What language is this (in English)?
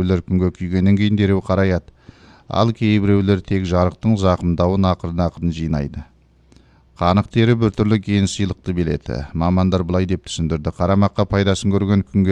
Kazakh